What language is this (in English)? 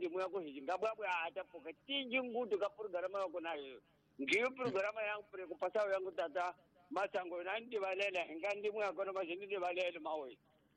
Tsonga